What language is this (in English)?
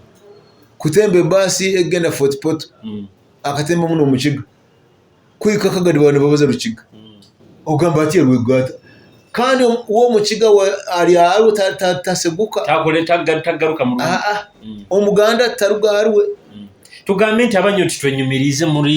Nyoro